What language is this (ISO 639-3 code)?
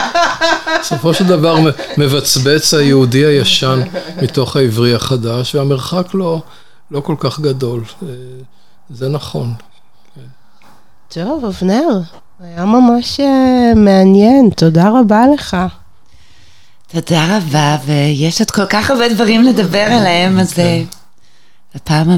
heb